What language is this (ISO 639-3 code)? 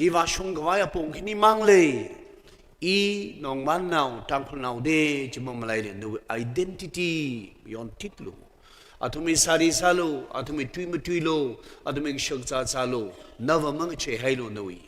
nmf